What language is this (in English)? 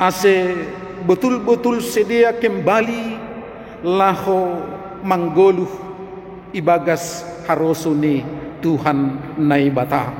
Batak Simalungun